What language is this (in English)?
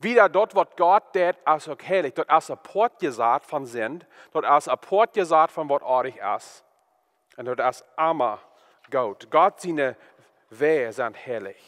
Plautdietsch